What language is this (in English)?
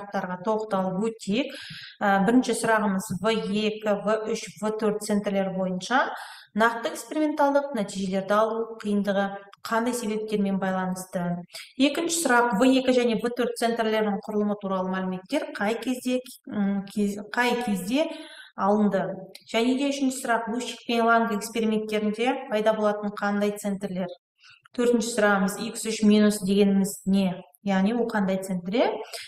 Kazakh